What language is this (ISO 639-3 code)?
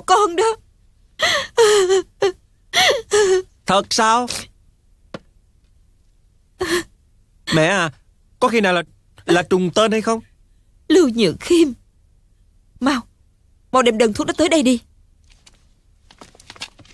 vie